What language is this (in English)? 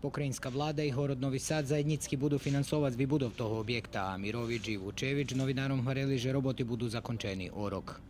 Rusyn